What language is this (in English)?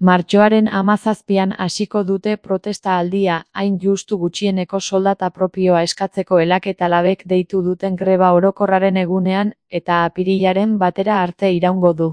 Basque